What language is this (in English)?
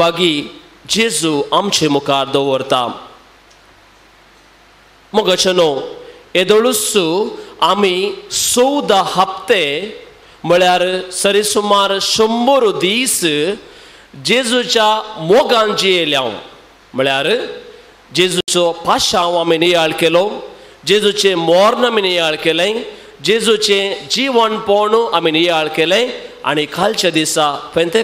Konkani